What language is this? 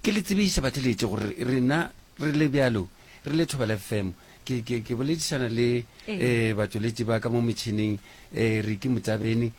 Northern Sotho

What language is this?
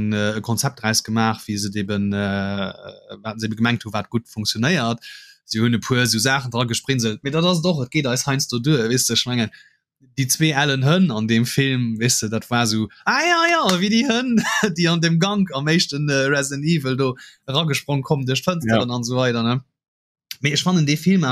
Luxembourgish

